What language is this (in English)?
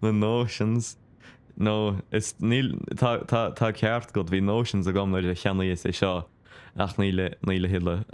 Irish